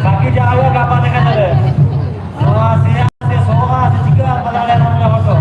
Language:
Santali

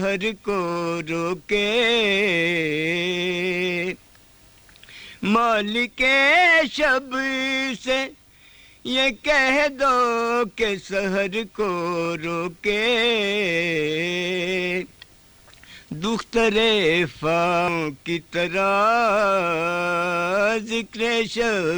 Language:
Urdu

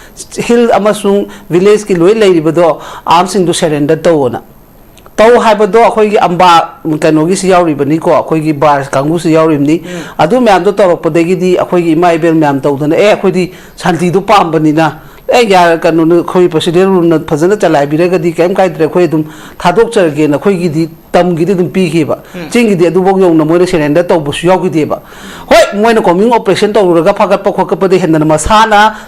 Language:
Manipuri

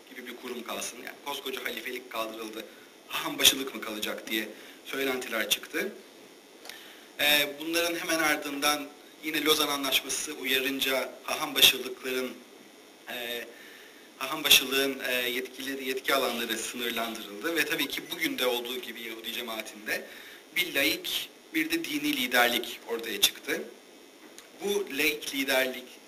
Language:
Turkish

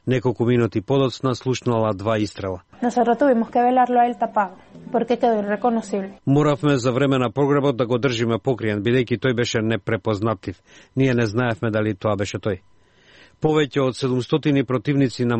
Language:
Macedonian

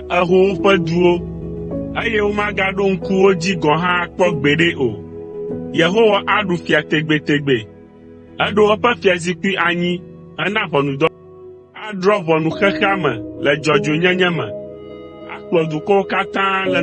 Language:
Ewe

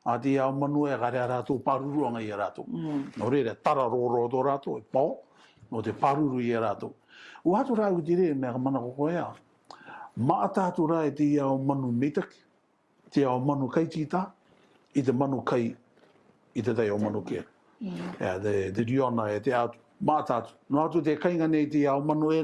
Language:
Rarotongan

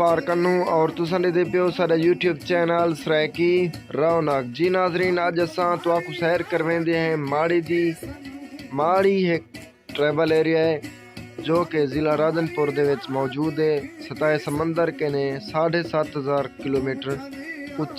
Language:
Saraiki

